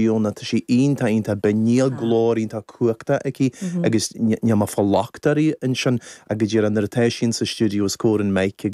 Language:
Irish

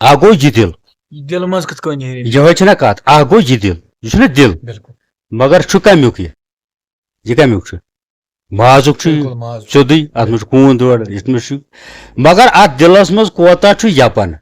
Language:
Kashmiri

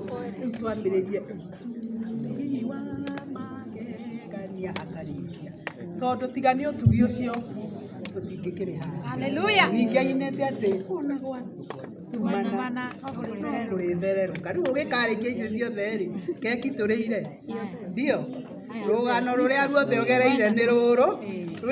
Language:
Kikuyu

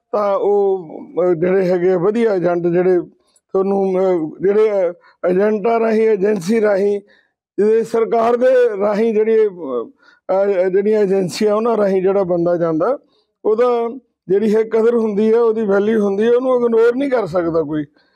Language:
Punjabi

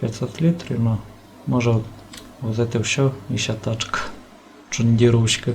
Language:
Rusyn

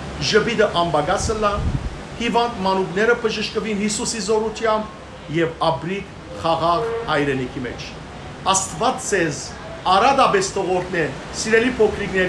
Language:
Western Armenian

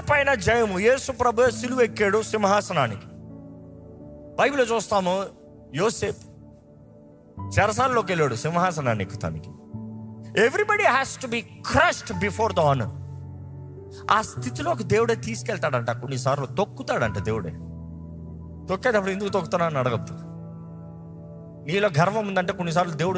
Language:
Telugu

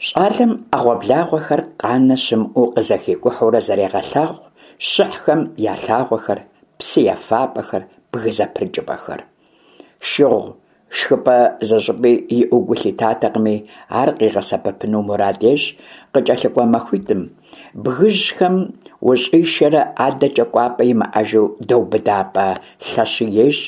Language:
Kabardian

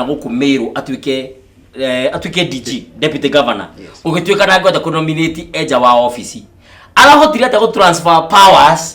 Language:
Kikuyu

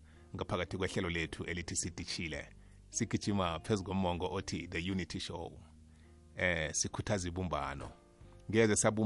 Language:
South Ndebele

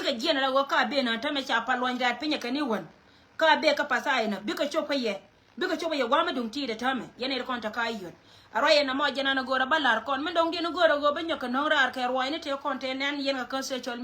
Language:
Nuer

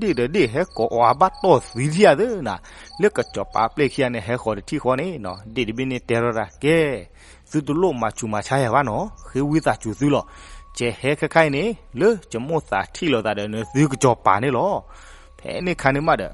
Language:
S'gaw Karen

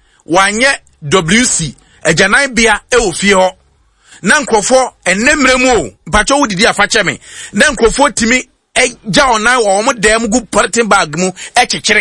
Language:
Akan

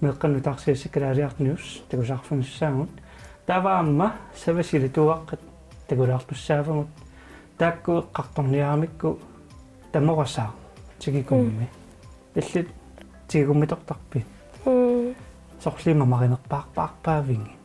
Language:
Kalaallisut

